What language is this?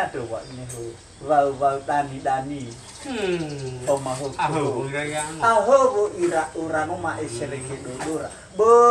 Nias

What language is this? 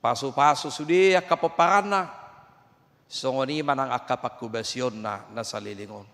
Batak Toba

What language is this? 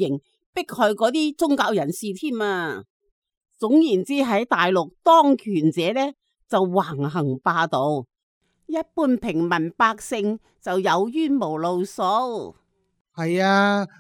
Cantonese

